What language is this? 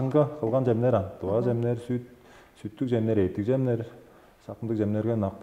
Tuvinian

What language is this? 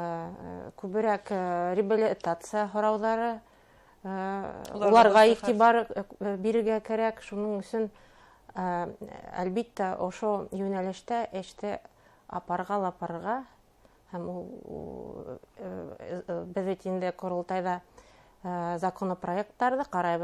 Bashkir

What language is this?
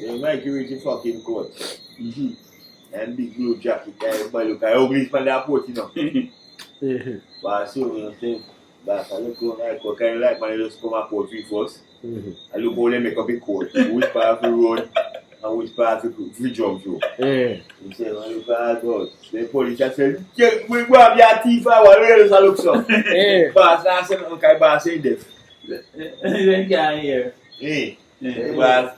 Jamaican Creole English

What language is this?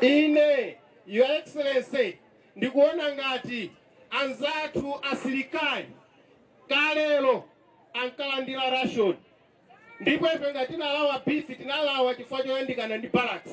Nyanja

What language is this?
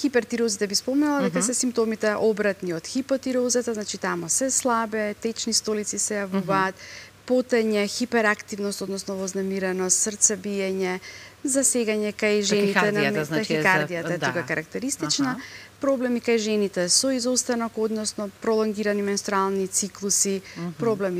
Macedonian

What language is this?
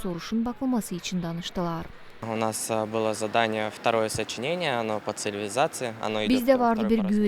Gagauz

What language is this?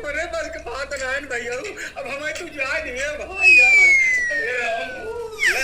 Awadhi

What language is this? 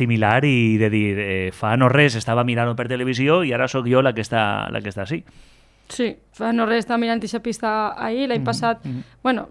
Catalan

